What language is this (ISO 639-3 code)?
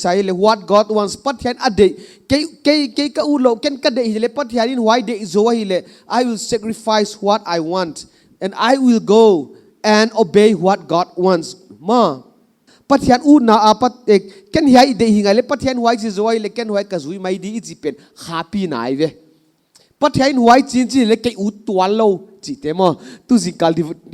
pck